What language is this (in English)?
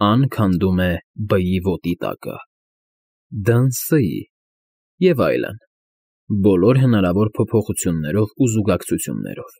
Armenian